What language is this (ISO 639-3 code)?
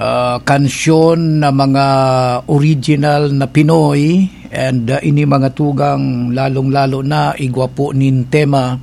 bik